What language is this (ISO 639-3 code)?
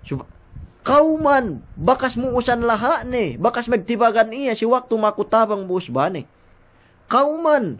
yka